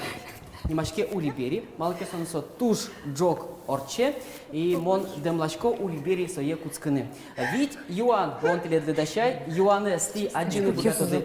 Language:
Udmurt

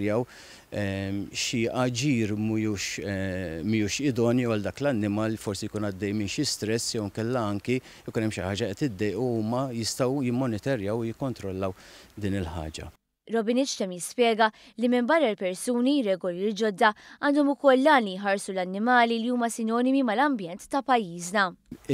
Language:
Maltese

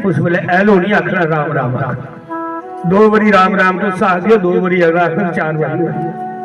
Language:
Dogri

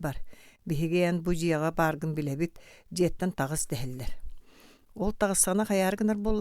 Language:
Yakut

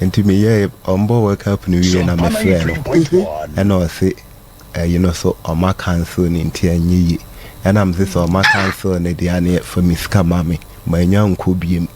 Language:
Akan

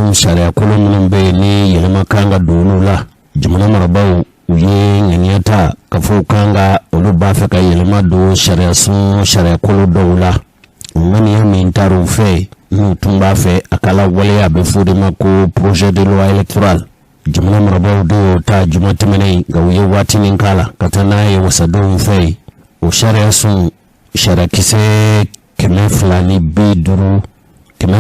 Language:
Bambara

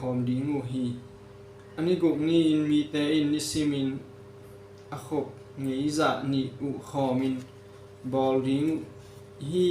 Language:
Tedim Chin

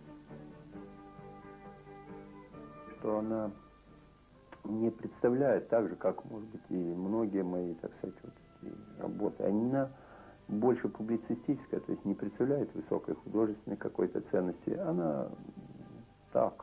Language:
Russian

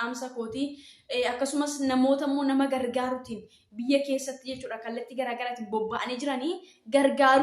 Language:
Oromo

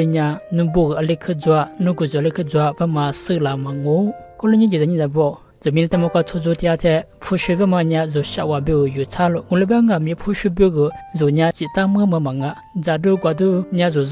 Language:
Lisu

